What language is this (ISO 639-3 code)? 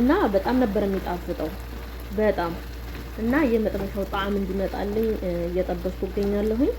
amh